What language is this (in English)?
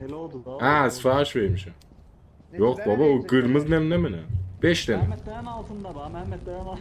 South Azerbaijani